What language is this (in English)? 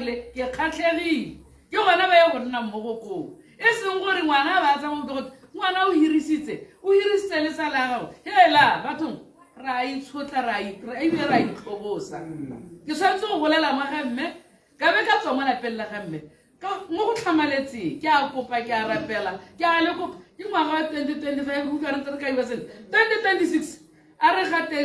Tswana